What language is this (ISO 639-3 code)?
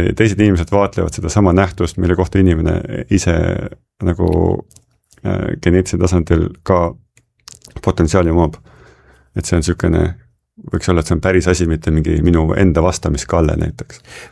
est